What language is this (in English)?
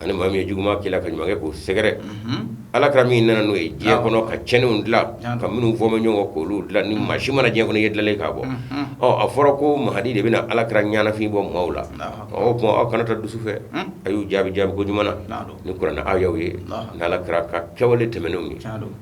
Bambara